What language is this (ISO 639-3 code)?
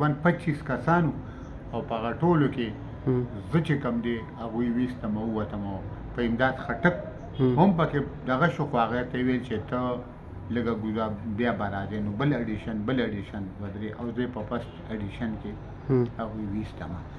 pus